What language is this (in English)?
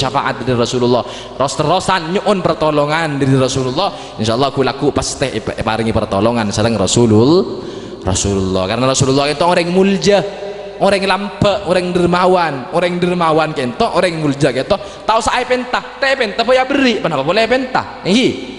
Madurese